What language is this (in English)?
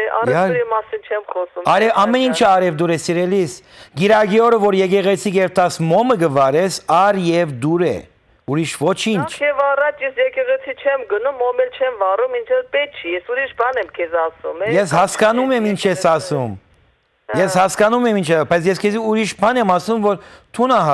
Western Armenian